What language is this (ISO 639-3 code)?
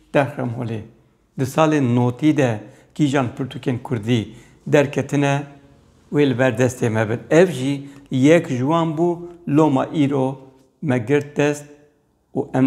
kur